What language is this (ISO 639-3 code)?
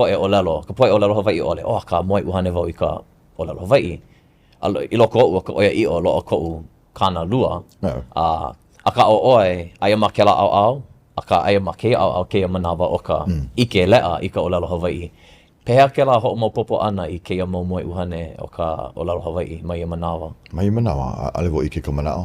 haw